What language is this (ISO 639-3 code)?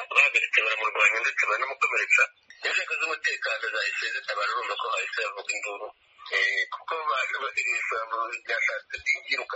kin